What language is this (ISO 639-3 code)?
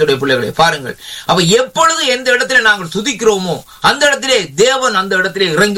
tam